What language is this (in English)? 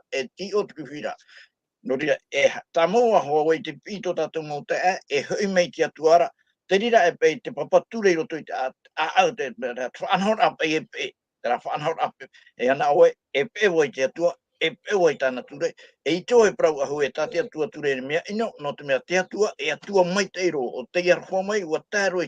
Tahitian